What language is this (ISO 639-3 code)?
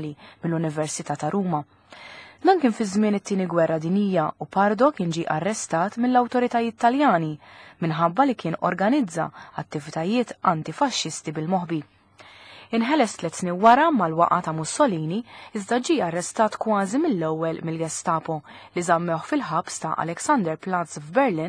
mlt